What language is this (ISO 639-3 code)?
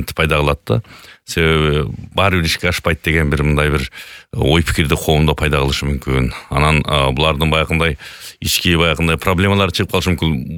kir